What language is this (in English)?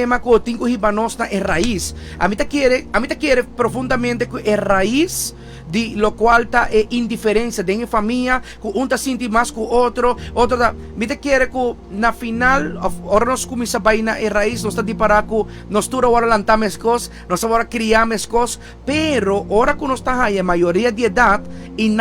Papiamento